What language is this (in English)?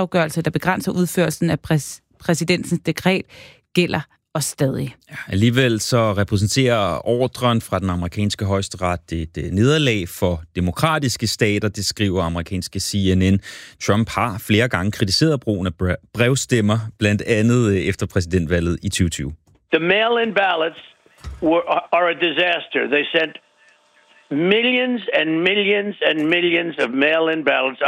Danish